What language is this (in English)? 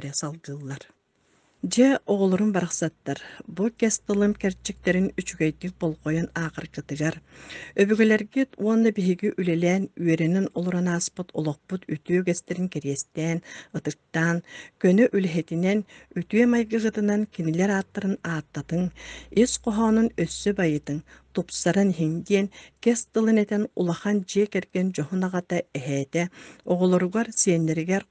Yakut